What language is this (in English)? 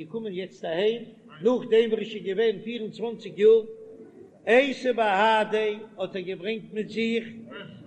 Yiddish